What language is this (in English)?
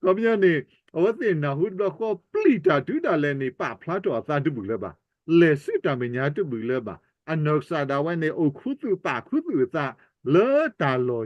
S'gaw Karen